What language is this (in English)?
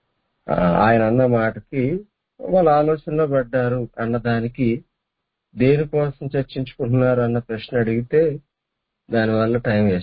Telugu